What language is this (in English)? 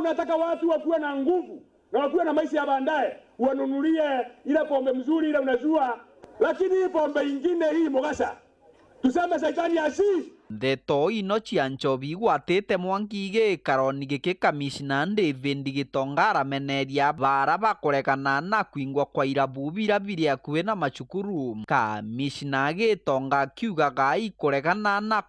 Meru